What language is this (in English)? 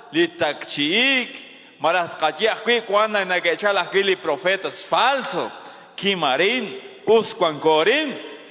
Kekchí